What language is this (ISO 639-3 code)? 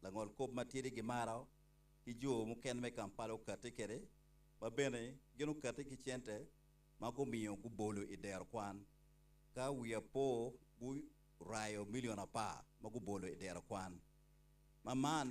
ach